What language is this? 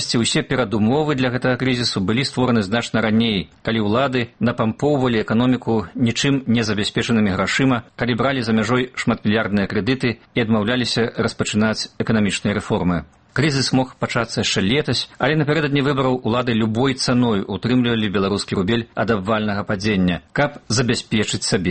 Belarusian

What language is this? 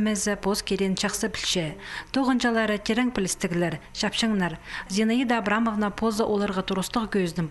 Khakas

